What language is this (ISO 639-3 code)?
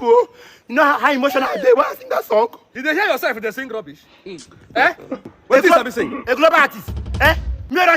pcm